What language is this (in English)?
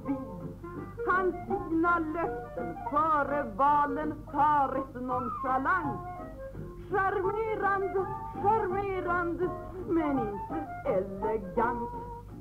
Swedish